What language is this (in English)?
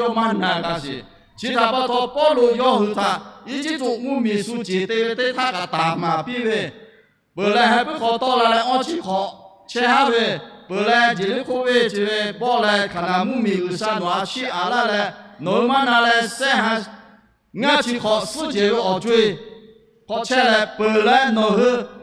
Lahu